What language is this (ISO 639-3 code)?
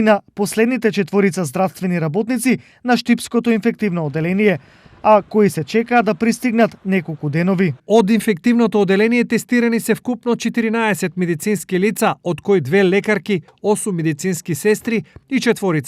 mkd